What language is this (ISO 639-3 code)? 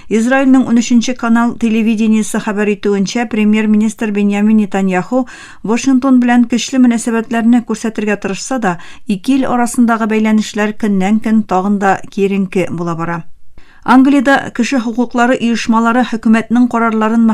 tat